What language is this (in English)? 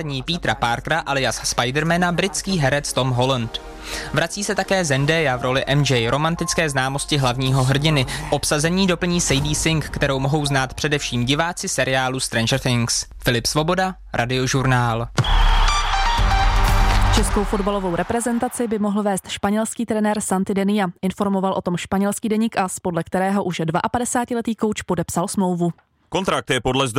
Czech